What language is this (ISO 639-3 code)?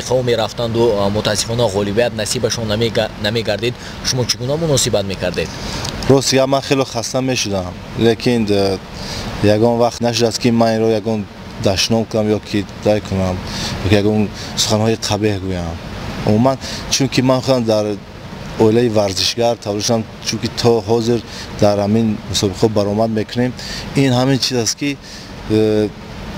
tgk